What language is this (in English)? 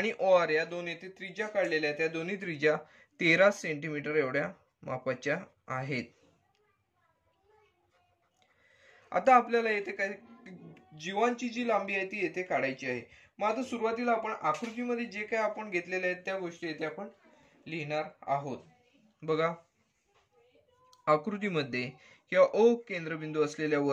Marathi